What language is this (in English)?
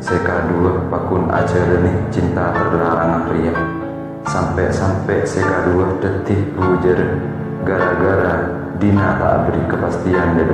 Madurese